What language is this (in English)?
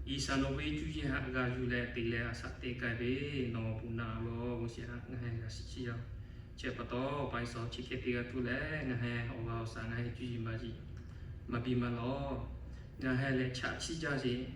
Lahu